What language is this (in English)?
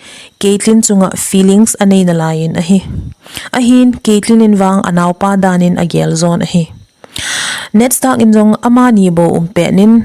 Thado Chin